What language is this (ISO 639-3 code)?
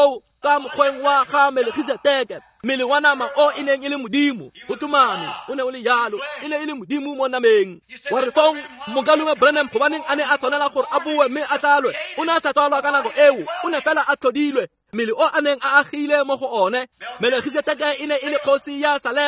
tsn